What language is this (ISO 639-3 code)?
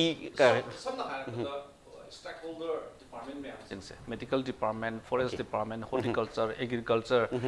mni